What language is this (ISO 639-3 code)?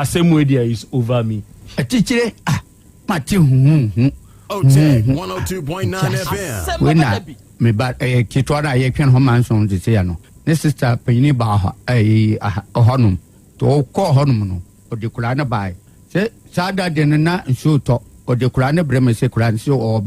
aka